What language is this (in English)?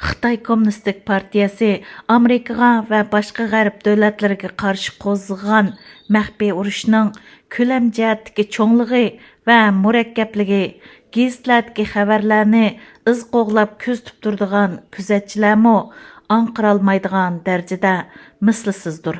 Uyghur